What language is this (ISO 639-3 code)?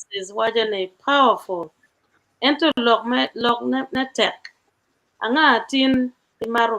ach